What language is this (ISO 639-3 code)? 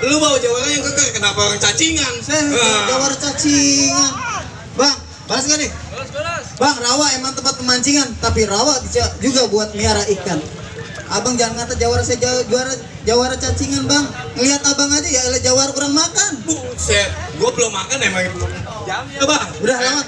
bew